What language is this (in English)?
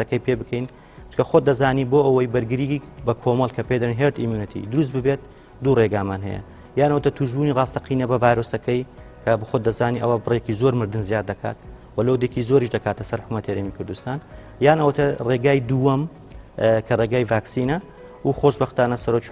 Central Kurdish